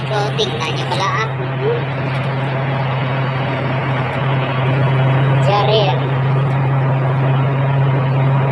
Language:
Filipino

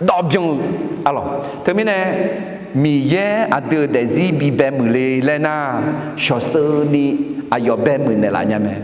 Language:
Akha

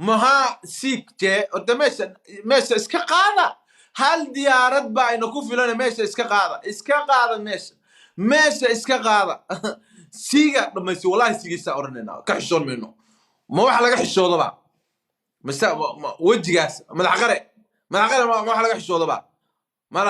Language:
Somali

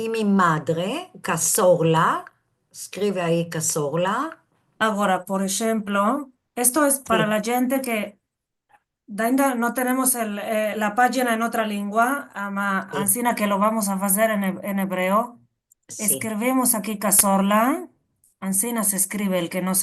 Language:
Ladino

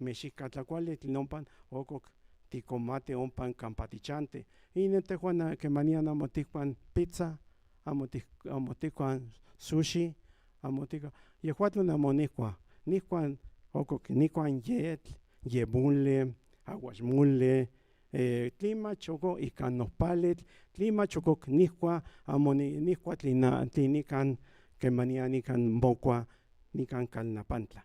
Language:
Central Nahuatl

